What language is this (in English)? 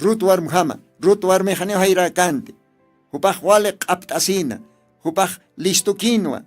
Aymara